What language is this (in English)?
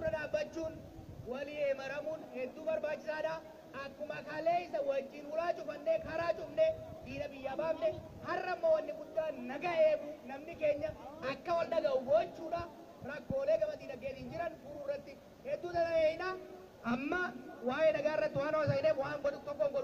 Oromo